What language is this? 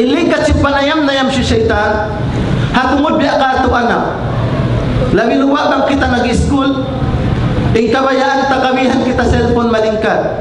Tausug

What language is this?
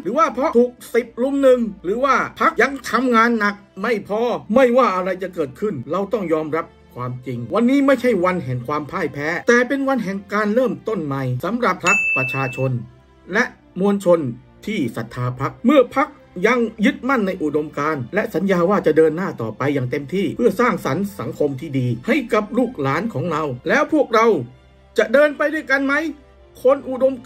Thai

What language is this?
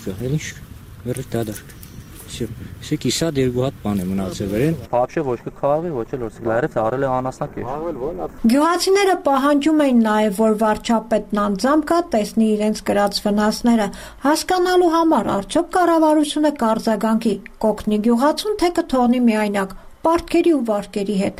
Armenian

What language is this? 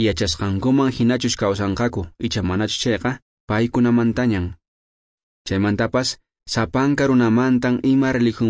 Quechua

